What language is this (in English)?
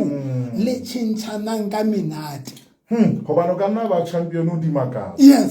Southern Sotho